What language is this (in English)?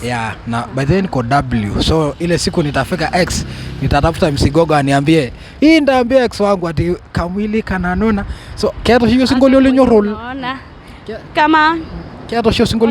Masai